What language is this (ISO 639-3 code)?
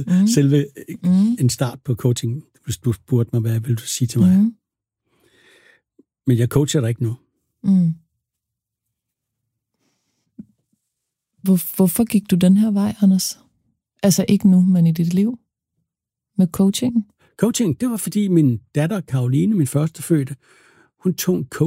dan